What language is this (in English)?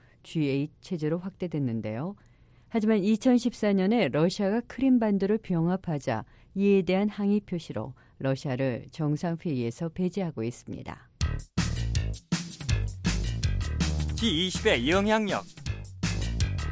Korean